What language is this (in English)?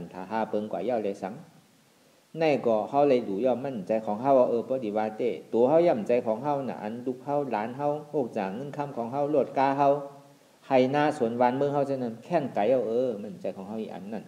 Shan